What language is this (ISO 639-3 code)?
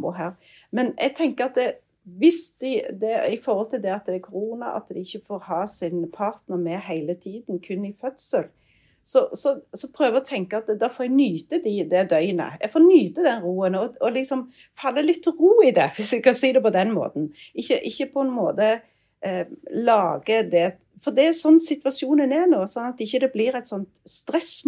nor